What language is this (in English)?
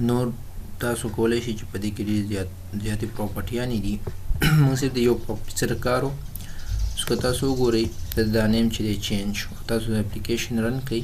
Pashto